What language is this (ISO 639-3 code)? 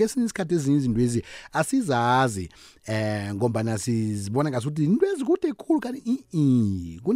nbl